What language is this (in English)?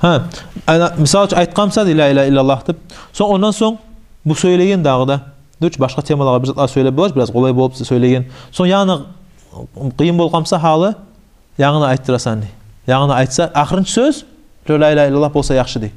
Kumyk